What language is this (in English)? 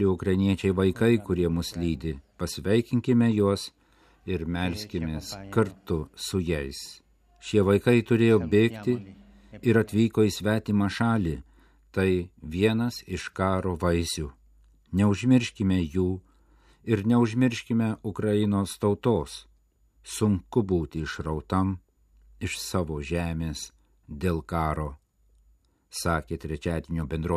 Lithuanian